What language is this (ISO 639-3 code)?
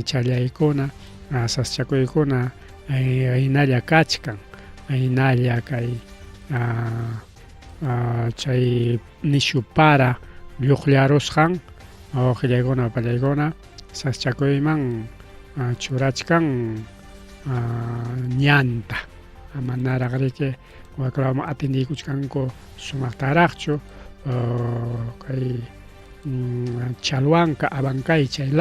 quy